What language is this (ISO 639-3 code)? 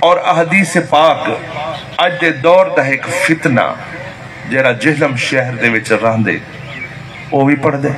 skr